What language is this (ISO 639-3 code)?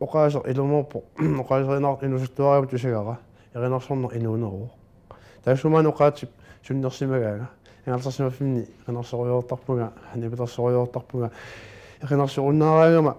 kal